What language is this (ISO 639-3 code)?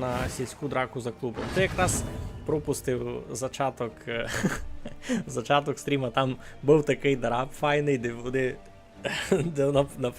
rue